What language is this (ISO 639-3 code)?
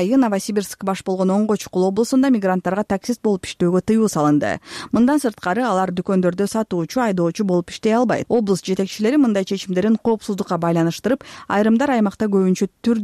kir